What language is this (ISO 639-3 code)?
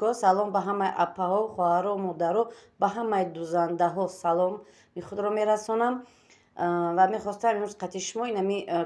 tgk